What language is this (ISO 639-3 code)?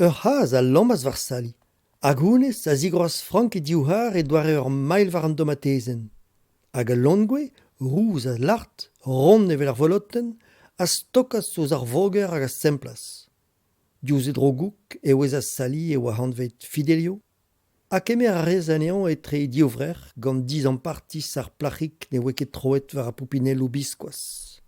bre